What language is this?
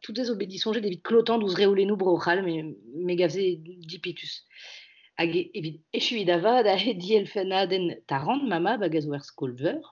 Breton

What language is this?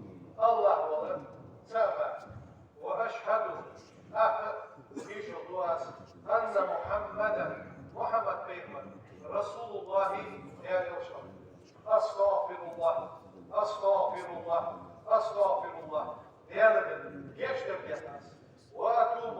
Ingush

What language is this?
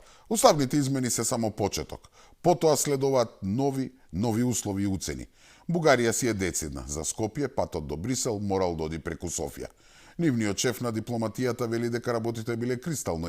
Macedonian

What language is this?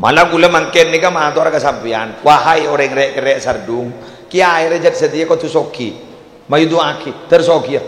Madurese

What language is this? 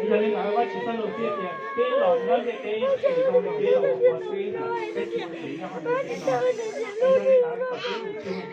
Hmong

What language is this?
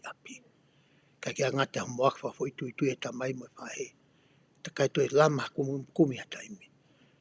Tongan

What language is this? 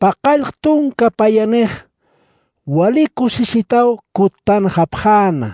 Aymara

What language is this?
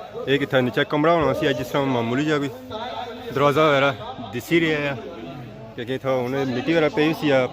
Pahari-Potwari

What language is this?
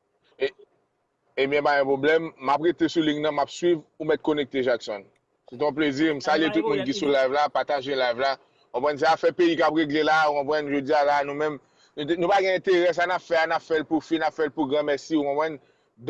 Haitian Creole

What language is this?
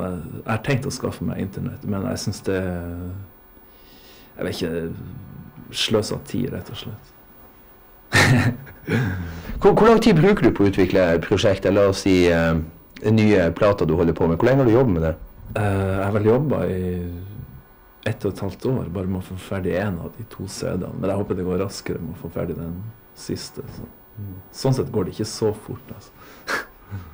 Norwegian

